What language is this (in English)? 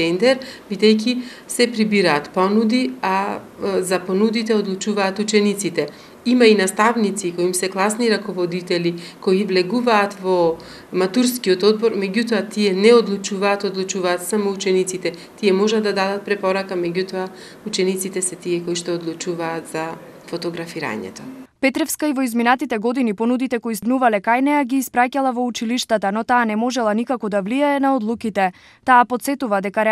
Macedonian